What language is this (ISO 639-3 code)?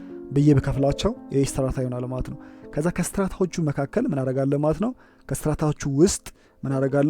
amh